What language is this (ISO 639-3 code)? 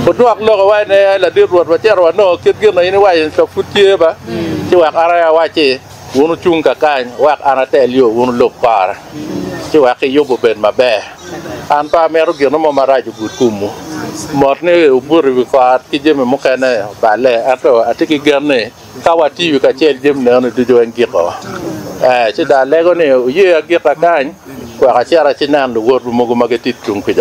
ach